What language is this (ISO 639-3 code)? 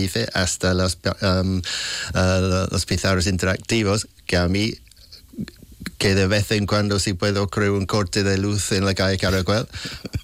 spa